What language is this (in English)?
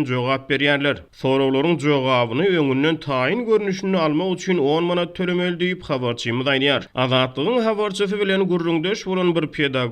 Turkmen